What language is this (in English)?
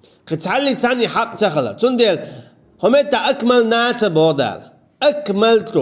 Chechen